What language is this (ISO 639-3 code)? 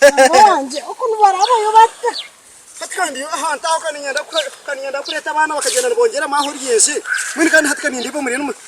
nyn